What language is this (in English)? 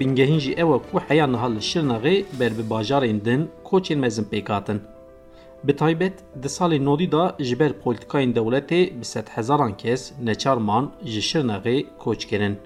Kurdish